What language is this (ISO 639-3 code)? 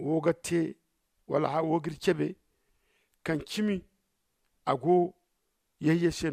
dje